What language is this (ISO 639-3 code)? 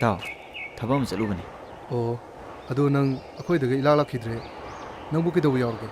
mni